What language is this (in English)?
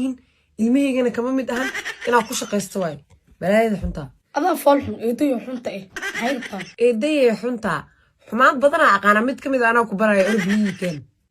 Somali